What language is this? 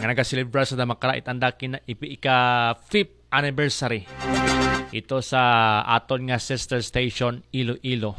Aklanon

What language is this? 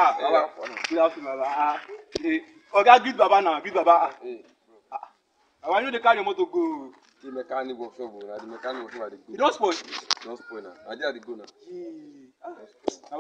Nigerian Pidgin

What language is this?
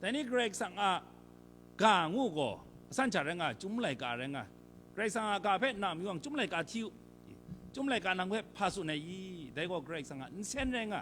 Kachin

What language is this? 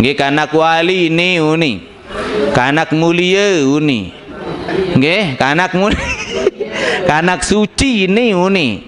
Sasak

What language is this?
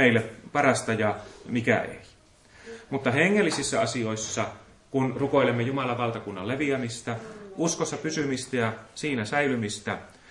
Finnish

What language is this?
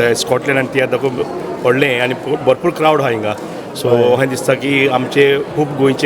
Konkani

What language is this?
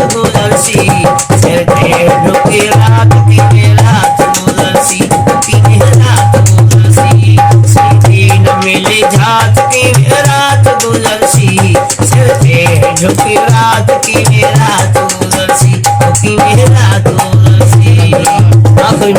Saraiki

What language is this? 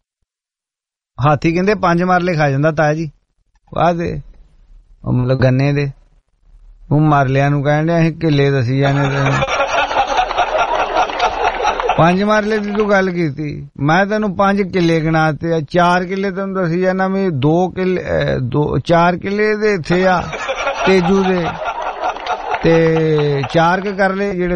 Punjabi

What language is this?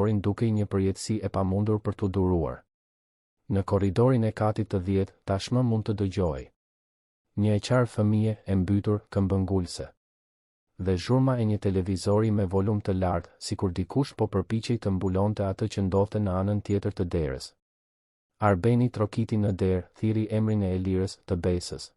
Albanian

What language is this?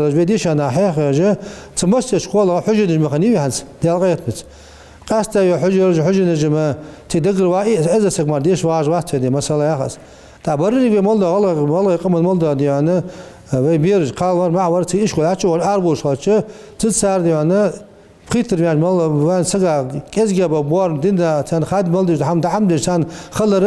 Ingush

